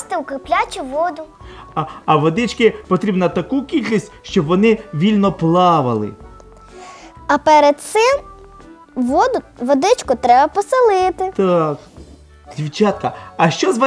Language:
Ukrainian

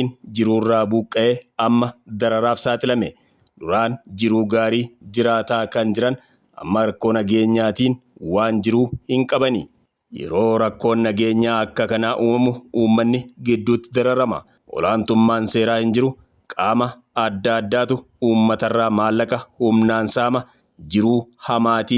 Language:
Oromo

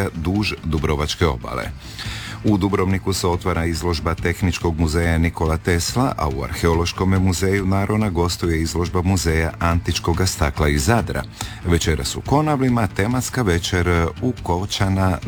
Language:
Croatian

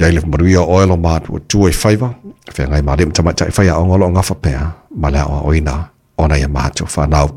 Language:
Samoan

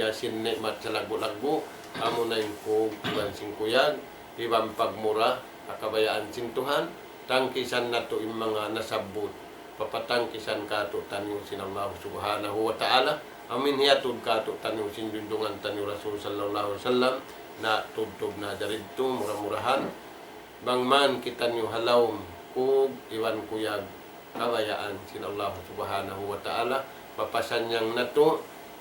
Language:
Tausug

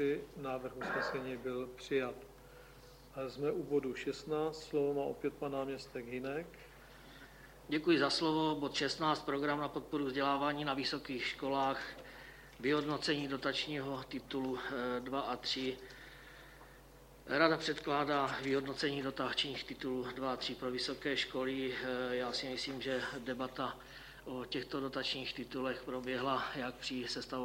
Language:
Czech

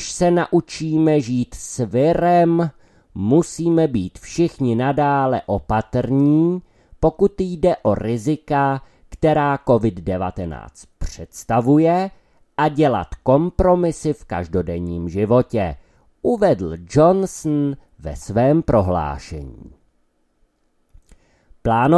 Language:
Czech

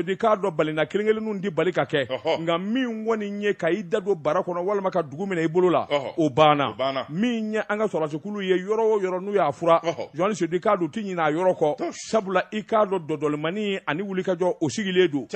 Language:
Bambara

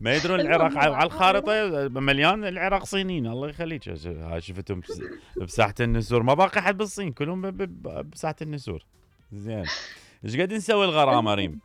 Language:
Mesopotamian Arabic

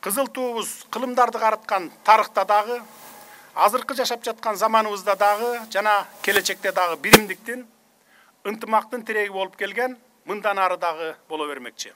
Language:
Kyrgyz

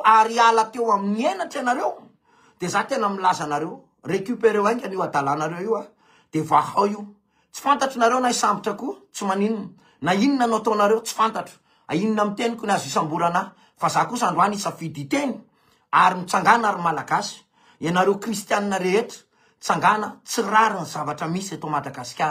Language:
Malagasy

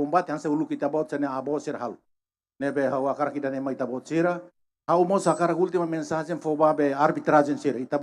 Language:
Tetum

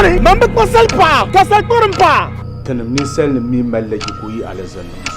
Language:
Dagbani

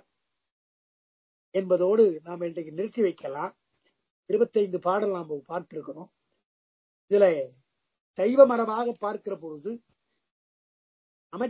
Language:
Tamil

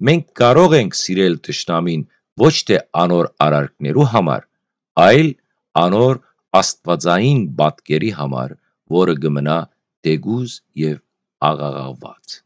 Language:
Western Armenian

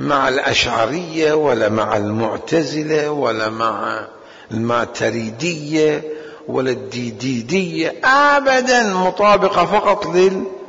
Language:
Mesopotamian Arabic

